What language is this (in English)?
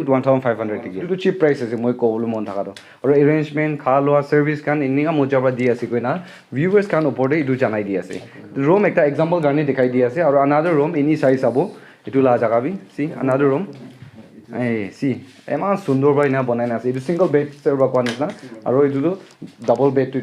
Naga Pidgin